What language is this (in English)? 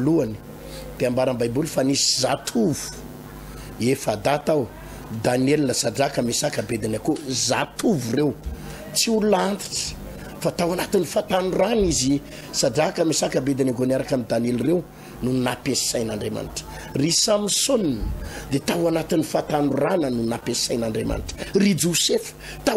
Malagasy